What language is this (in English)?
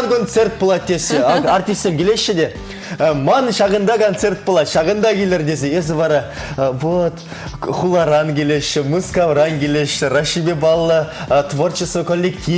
Chuvash